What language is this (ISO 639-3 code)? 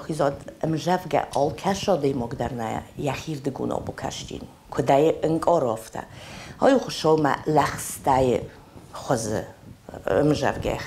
oss